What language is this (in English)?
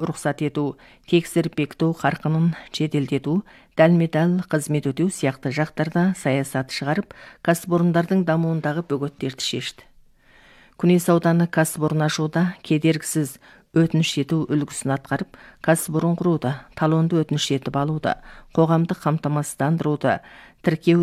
Kazakh